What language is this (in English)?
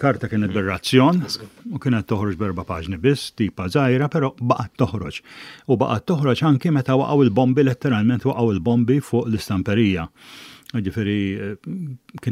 Maltese